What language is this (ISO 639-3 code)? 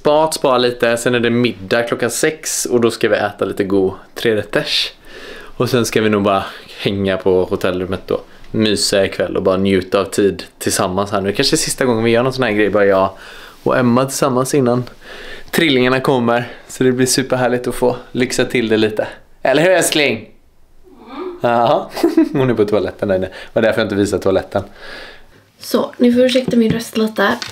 swe